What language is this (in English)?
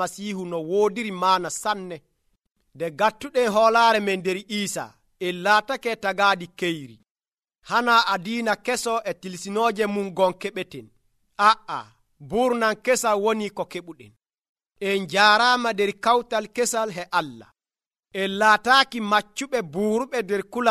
Nigerian Fulfulde